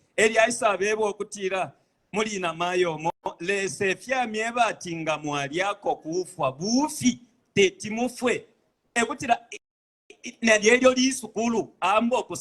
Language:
Bemba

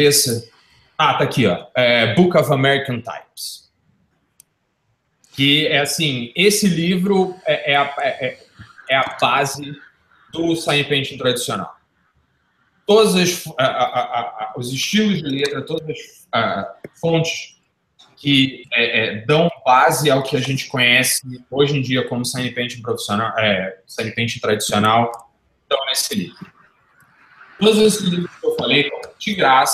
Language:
Portuguese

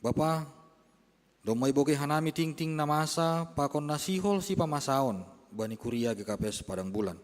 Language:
Batak Simalungun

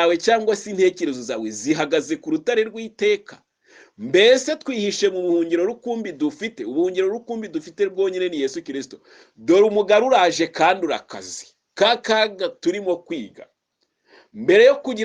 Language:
Kinyarwanda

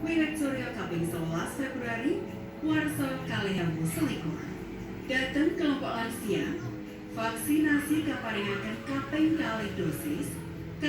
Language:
Javanese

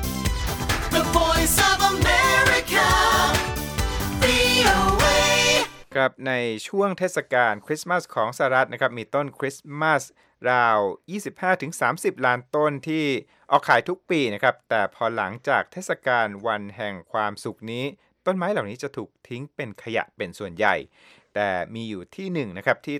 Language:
Thai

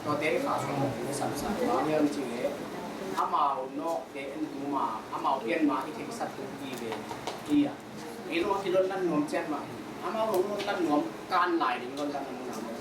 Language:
Tedim Chin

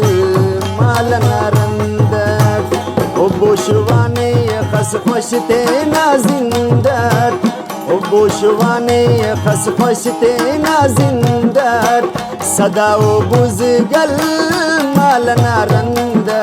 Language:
Brahui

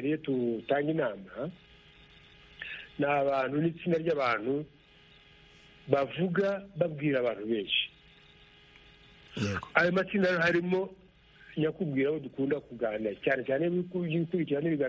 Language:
Kinyarwanda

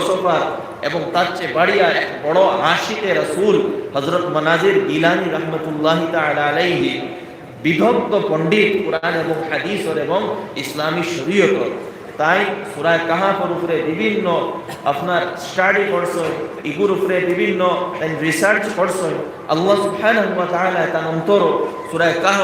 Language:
Sylheti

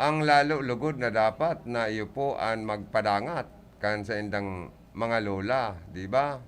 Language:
Bikol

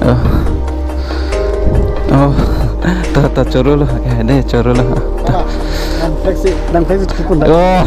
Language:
Karbi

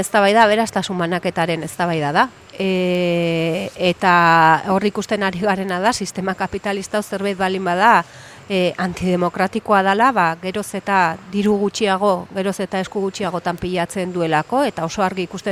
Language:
Basque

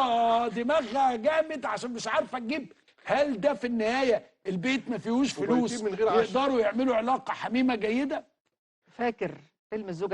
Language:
Egyptian Arabic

